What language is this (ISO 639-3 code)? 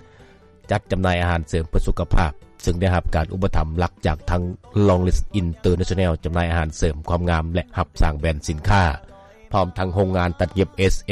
lao